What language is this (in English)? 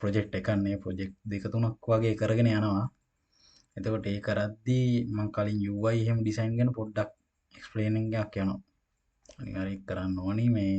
Sinhala